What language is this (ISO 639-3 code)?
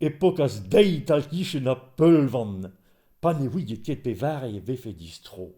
bre